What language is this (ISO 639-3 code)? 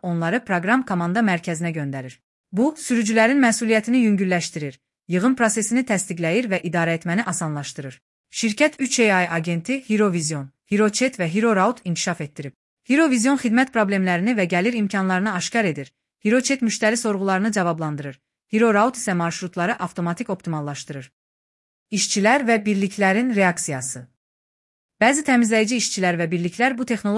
aze